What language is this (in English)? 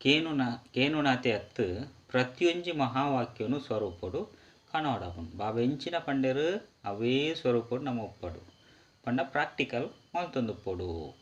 Tulu